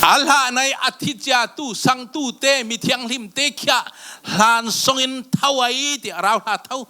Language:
Falam Chin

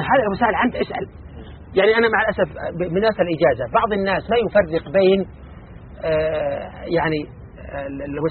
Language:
Arabic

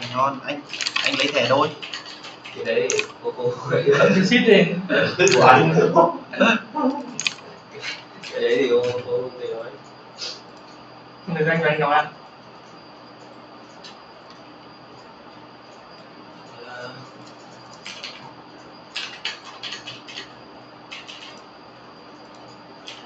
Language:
Vietnamese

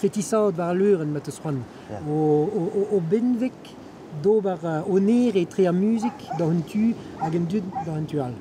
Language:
Breton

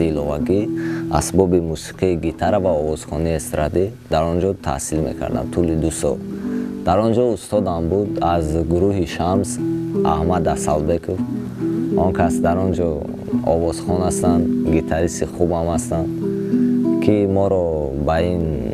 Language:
Tajik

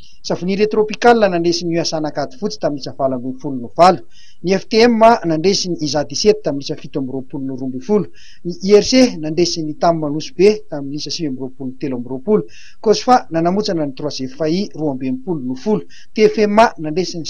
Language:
Malagasy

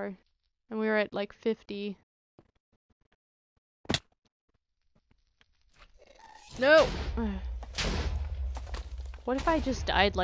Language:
English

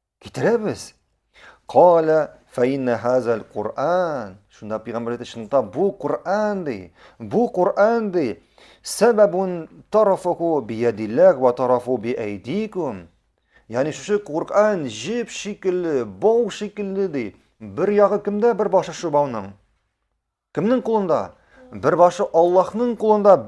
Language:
Tatar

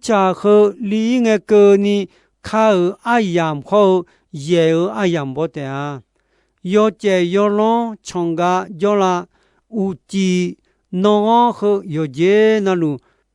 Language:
Akha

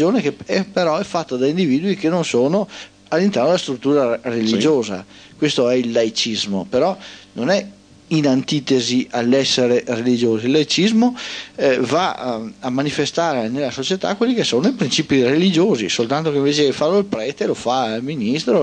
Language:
Italian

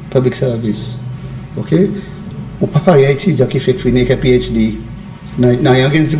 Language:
Seselwa Creole French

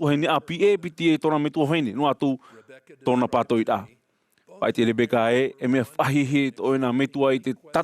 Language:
Tahitian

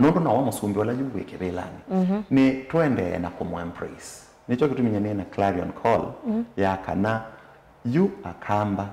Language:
Kamba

